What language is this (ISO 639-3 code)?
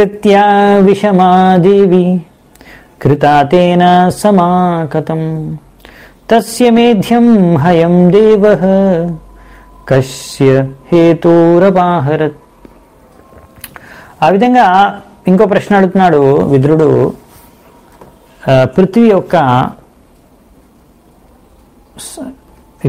tel